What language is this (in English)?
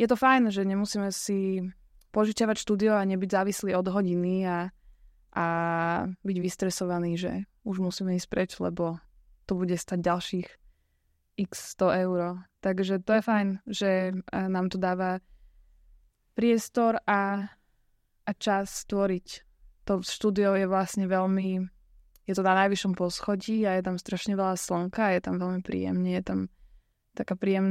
Slovak